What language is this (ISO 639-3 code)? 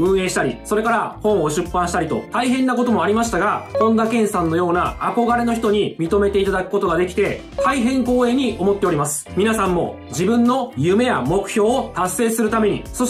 jpn